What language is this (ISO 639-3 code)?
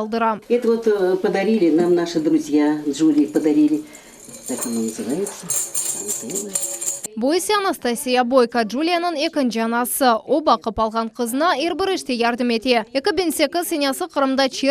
crh